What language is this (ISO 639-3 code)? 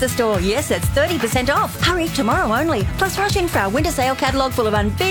eng